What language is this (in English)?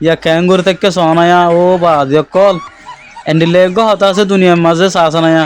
Rohingya